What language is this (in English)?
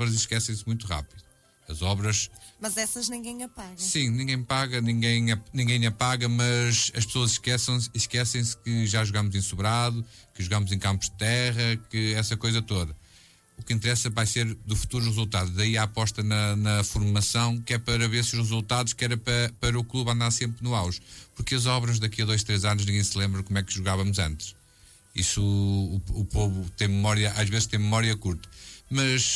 Portuguese